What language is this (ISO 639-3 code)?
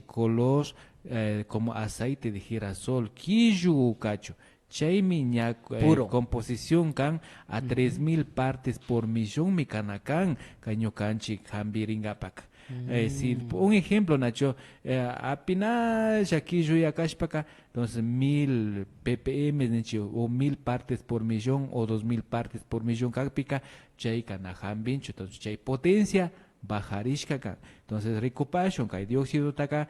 qvi